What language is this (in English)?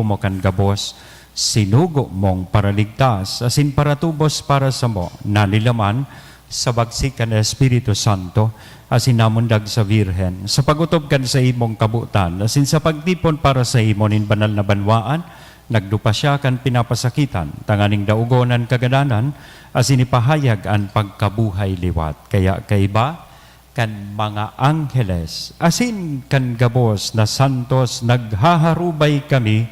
Bikol